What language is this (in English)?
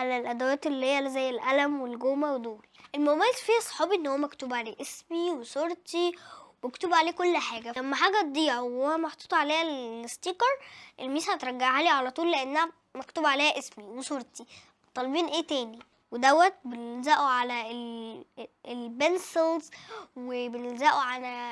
Egyptian Arabic